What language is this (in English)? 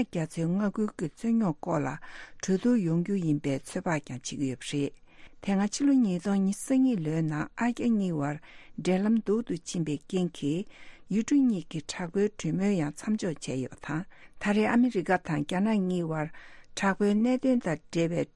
Tibetan